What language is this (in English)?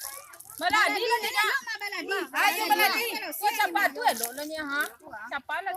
Minangkabau